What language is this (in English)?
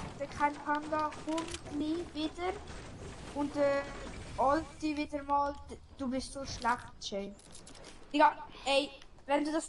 Swiss German